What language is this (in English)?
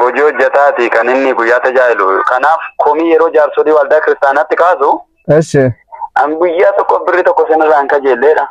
Oromo